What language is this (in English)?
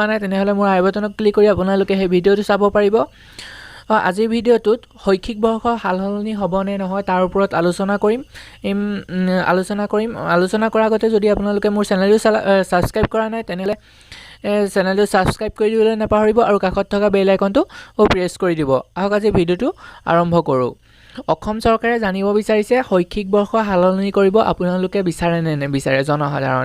Assamese